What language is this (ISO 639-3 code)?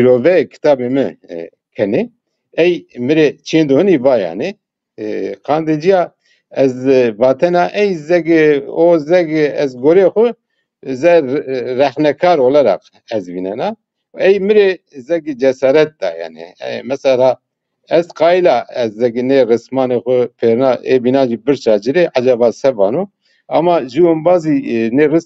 zza